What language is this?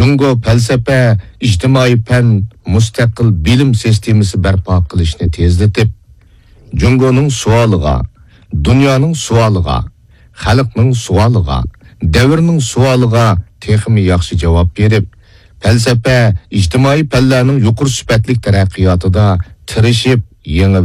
Uyghur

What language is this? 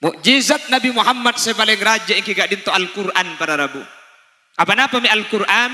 Madurese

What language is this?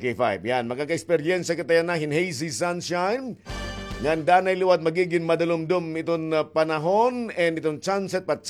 Waray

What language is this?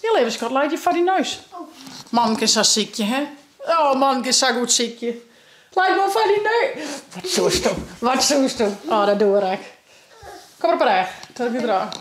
Western Frisian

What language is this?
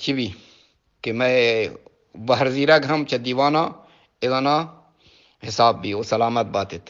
Eastern Balochi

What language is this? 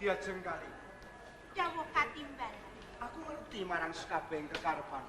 Javanese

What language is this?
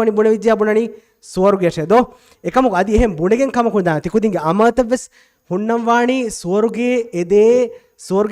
Divehi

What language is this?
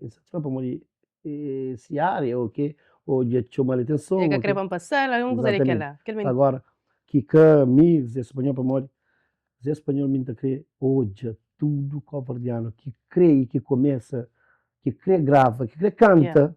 Kabuverdianu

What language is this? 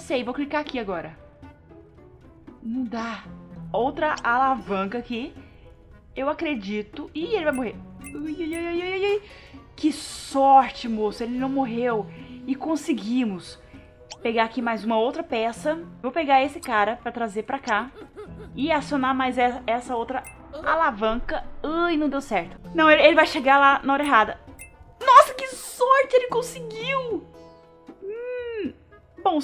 Portuguese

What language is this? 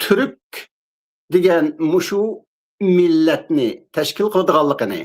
Uyghur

